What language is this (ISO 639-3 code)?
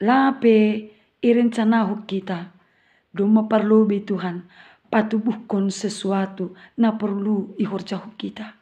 bts